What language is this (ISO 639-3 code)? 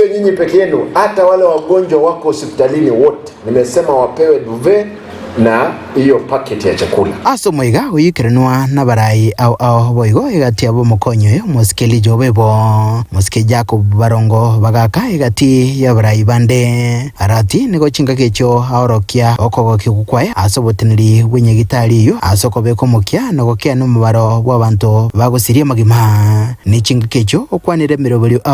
guz